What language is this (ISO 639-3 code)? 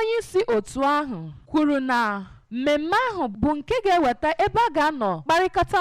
ibo